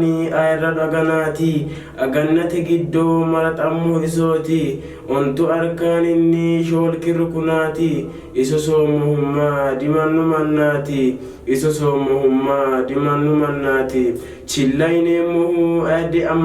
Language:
Sidamo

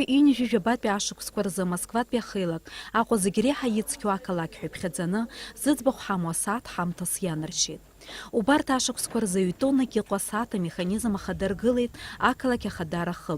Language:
Abkhazian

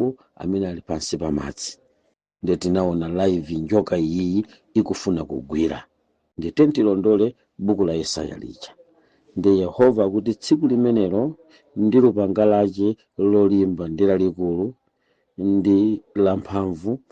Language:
Nyanja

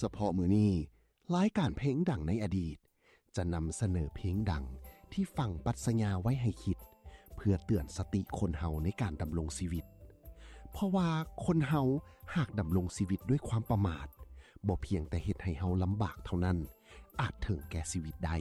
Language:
Lao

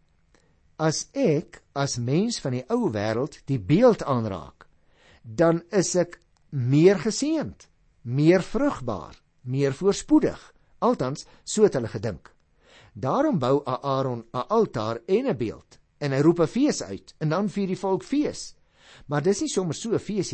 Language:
Afrikaans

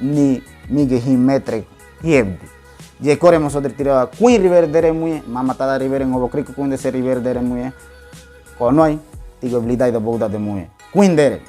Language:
Ngäbere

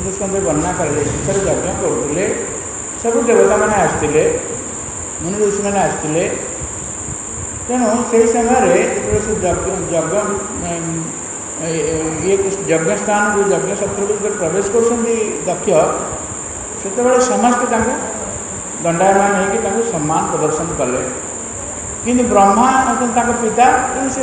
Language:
Odia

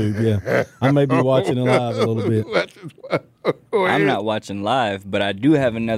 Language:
English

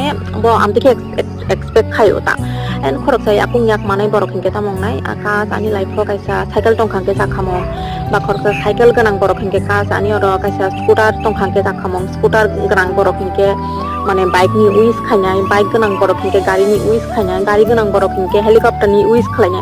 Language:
Kok Borok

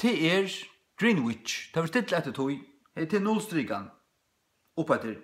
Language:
Faroese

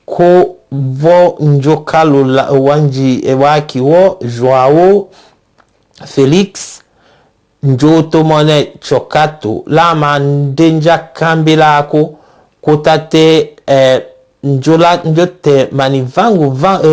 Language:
Tetela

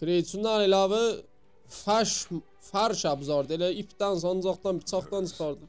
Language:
South Azerbaijani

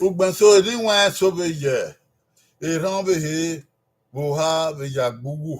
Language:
Bini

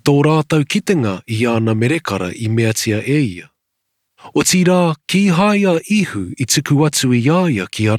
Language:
Māori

